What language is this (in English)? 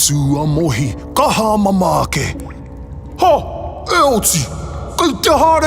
Māori